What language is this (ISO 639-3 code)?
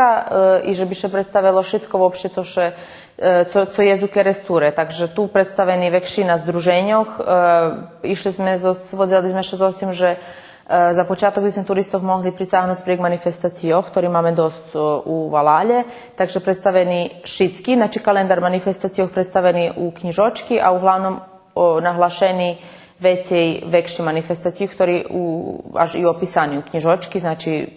rue